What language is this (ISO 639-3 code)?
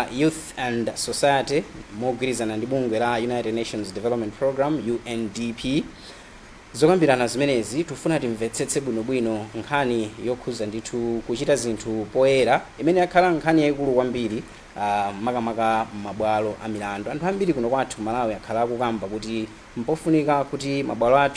nya